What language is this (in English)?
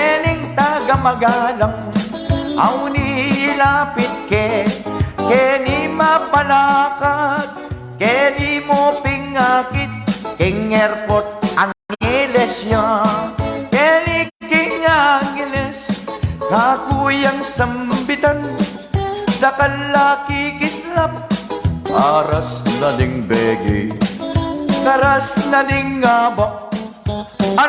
Pampanga